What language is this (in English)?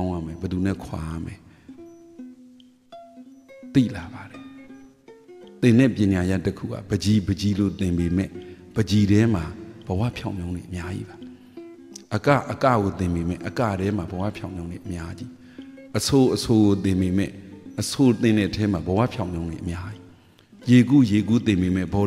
Burmese